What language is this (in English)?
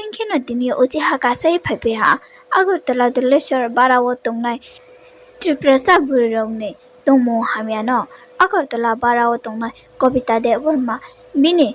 Riang (India)